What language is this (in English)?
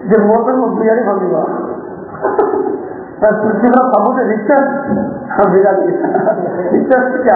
Odia